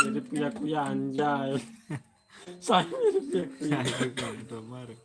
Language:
Sasak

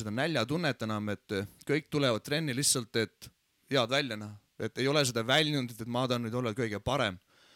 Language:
Estonian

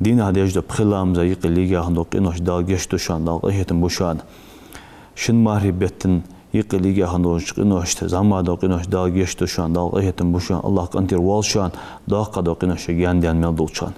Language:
Ingush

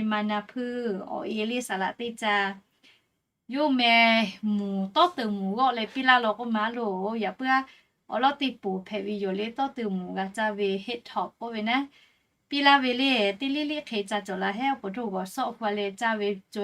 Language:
Lahu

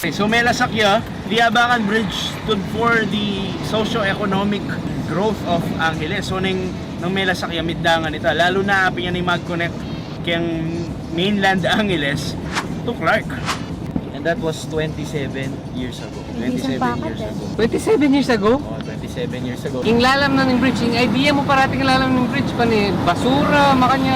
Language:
Pampanga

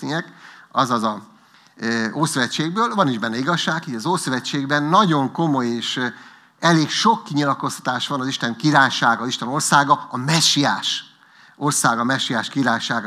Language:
Hungarian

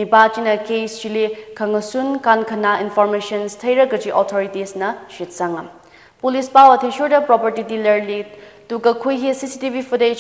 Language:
Tangkhul Naga (India)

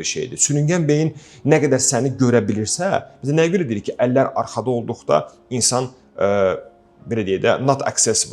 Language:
Azerbaijani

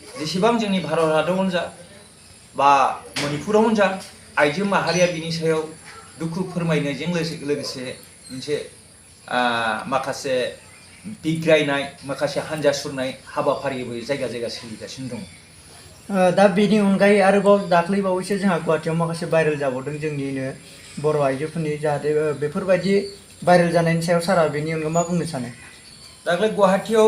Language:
Bodo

